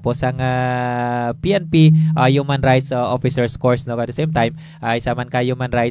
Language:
Hiligaynon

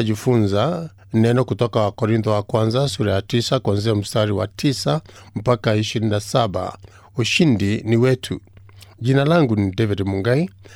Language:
Swahili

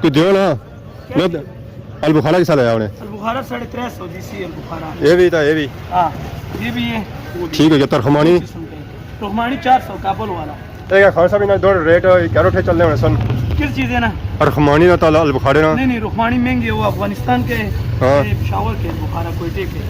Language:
Pahari-Potwari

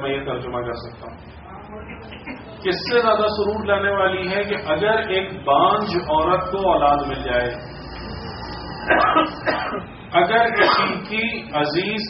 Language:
Urdu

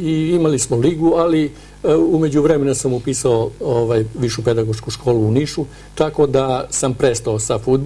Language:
Serbian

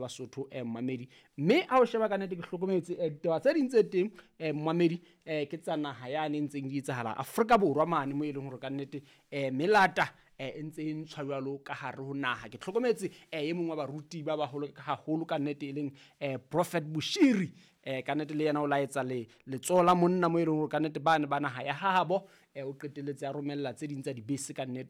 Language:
Southern Sotho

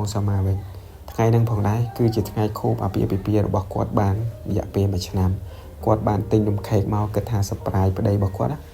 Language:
Khmer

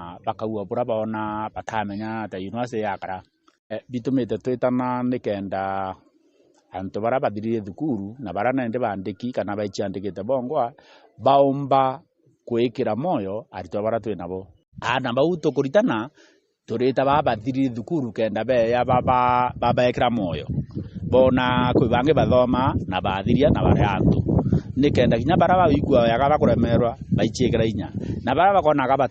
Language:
Meru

